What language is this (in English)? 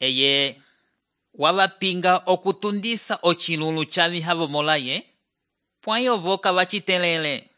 Umbundu